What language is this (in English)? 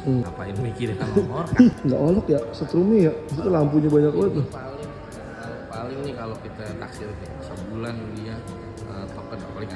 Betawi